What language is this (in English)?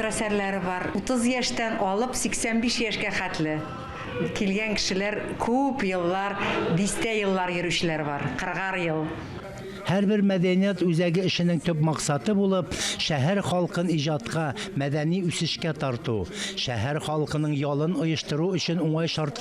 Tatar